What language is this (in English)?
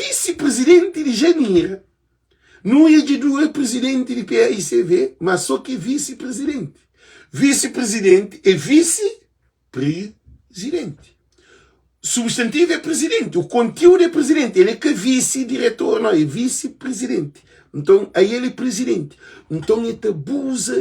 Kabuverdianu